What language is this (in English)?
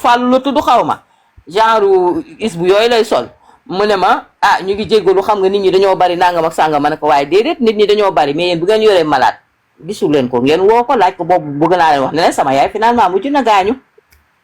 Wolof